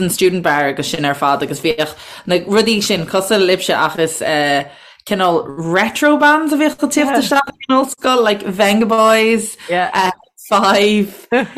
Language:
Irish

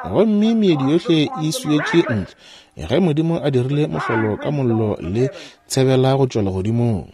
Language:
Northern Sotho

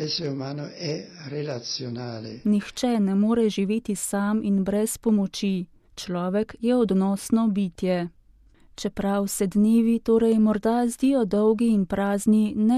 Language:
Slovenian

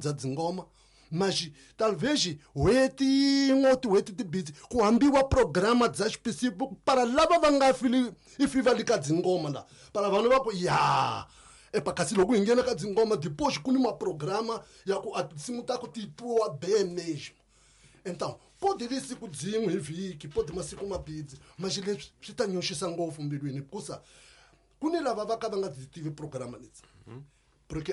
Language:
Tsonga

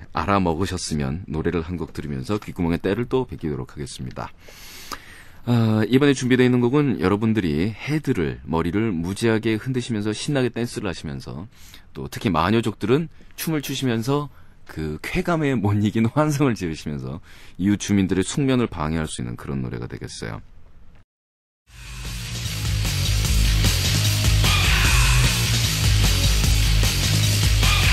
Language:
Korean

